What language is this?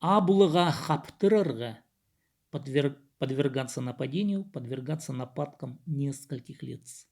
Khakas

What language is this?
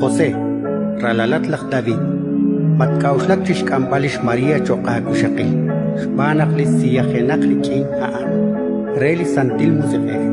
Kekchí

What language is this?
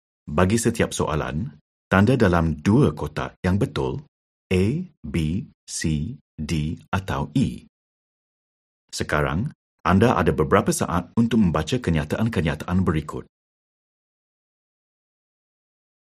Malay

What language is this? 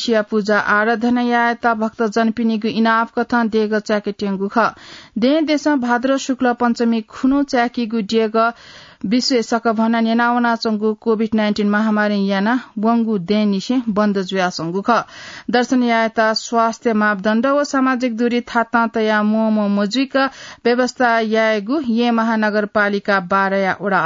Newari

